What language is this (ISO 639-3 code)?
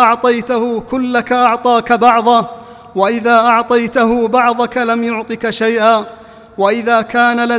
ara